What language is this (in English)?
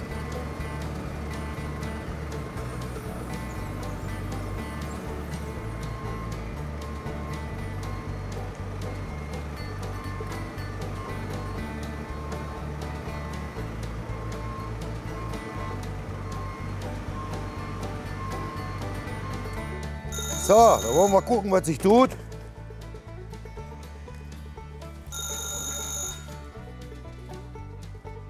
German